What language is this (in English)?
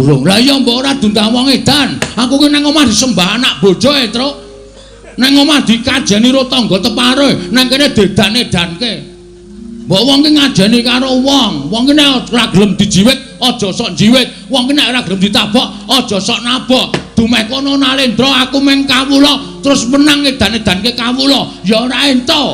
Javanese